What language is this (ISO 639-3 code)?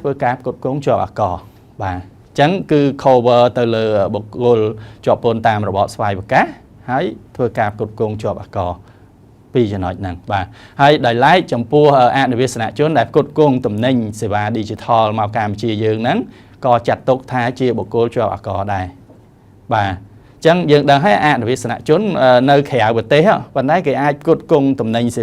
khm